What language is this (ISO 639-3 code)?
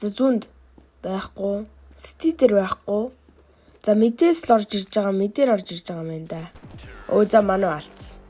mon